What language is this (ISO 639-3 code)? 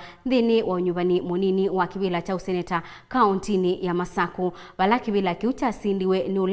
kam